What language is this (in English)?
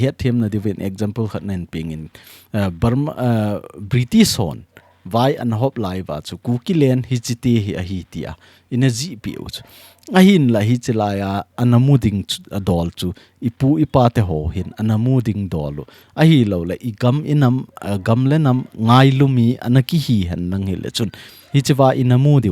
Thado Chin